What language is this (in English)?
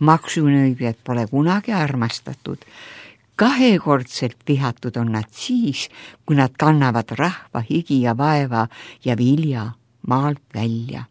Estonian